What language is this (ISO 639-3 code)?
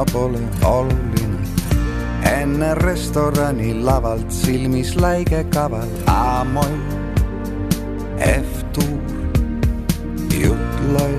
est